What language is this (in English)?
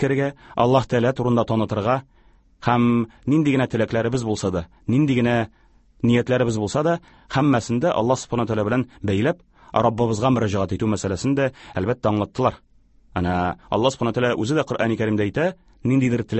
Tatar